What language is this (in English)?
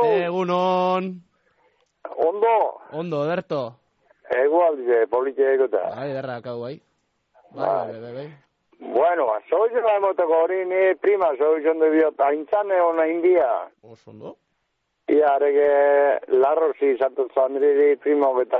Basque